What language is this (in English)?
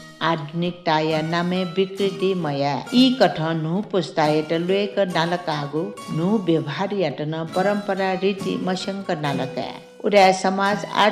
Newari